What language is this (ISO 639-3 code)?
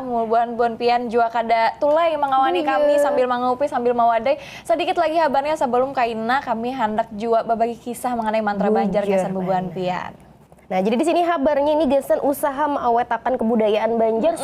bjn